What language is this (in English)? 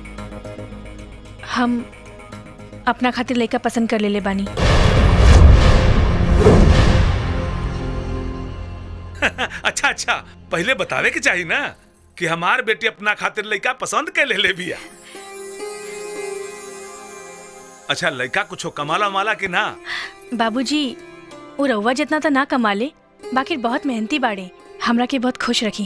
Bhojpuri